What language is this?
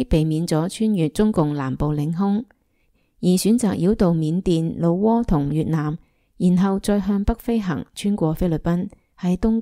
Cantonese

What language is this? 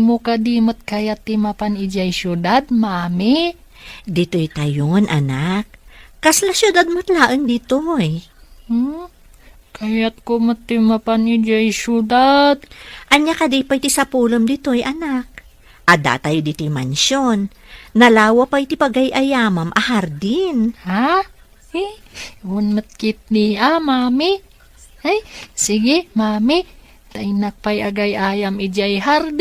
Iloko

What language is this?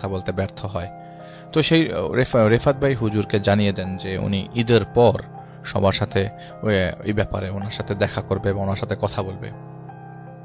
Bangla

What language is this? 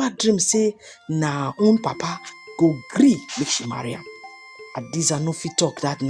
Nigerian Pidgin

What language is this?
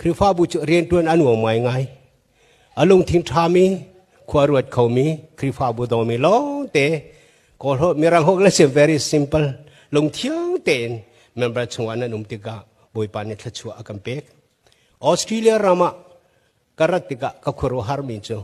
Hakha Chin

